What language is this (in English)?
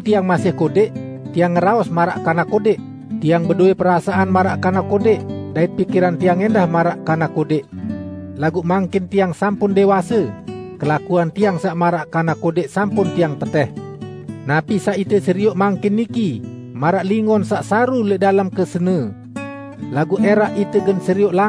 Balinese